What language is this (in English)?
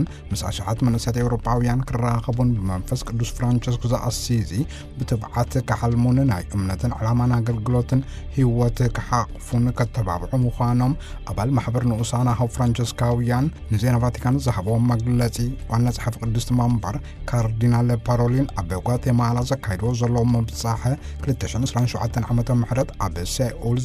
Tigrinya